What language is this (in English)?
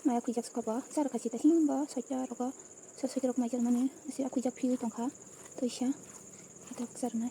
Kok Borok